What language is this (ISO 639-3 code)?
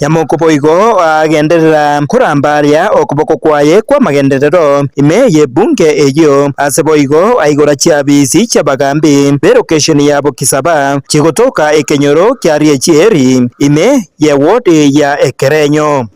guz